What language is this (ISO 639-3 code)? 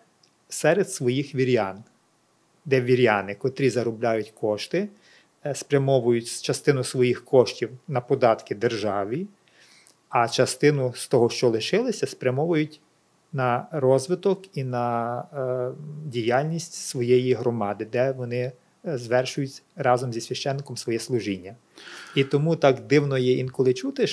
ukr